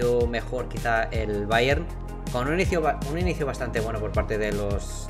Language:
Spanish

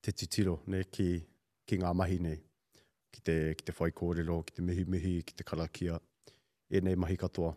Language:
Māori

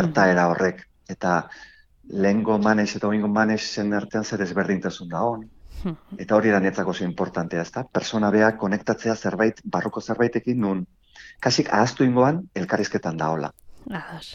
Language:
Basque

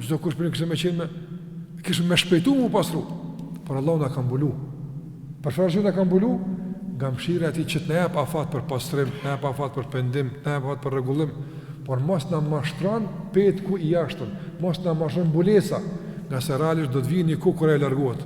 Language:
Albanian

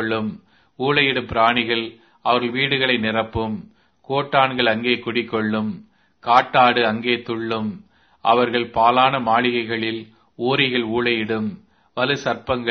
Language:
Tamil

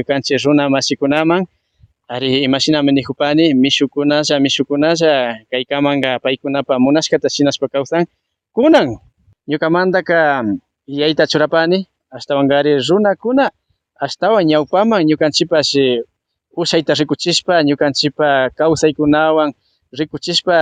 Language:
Imbabura Highland Quichua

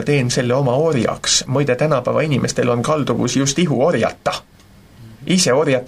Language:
Estonian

